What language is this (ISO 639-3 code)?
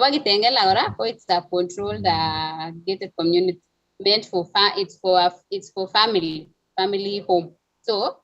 kln